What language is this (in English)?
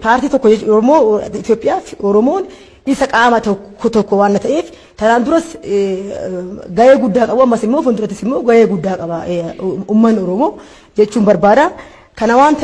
Oromo